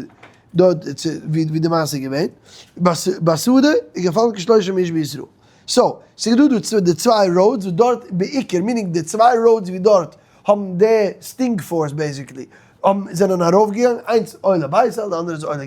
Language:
Yiddish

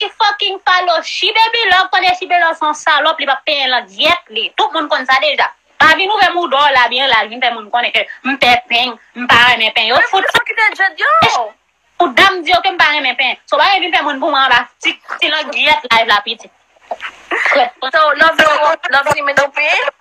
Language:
Haitian Creole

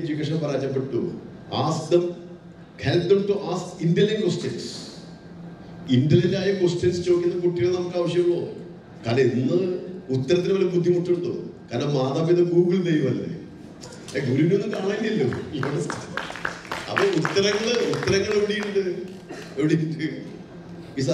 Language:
Malayalam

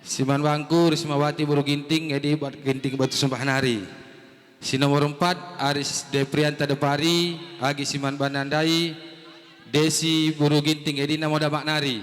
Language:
Batak Karo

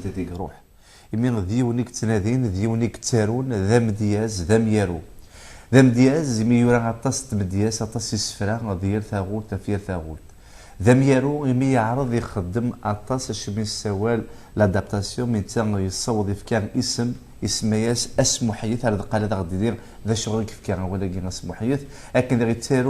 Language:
Kabyle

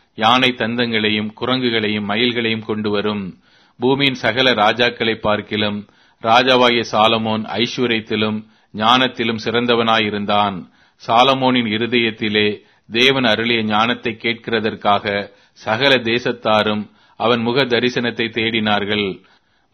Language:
Tamil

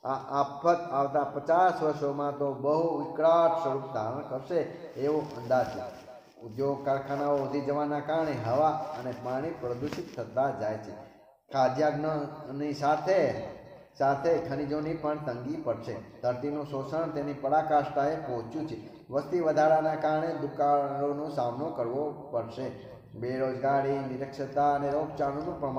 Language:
Gujarati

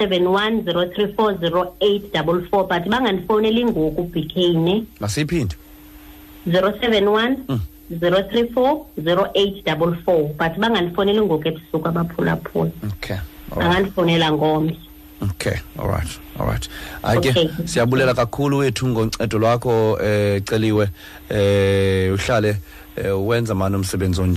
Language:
Xhosa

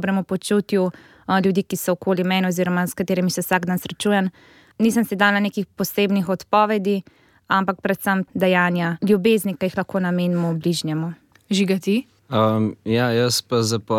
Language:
Slovenian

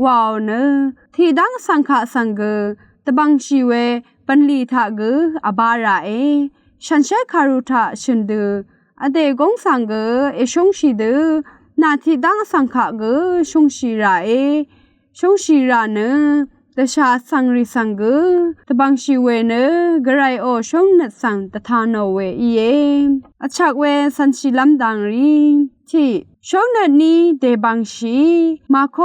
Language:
Rawang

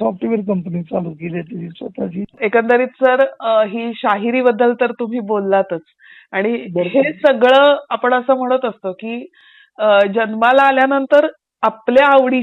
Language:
Marathi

